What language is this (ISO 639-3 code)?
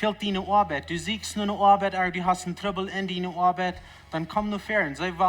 pdt